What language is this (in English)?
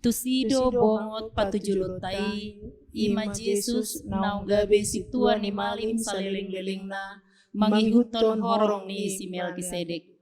Batak Toba